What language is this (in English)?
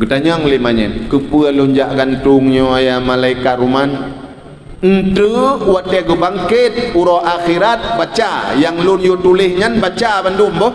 Achinese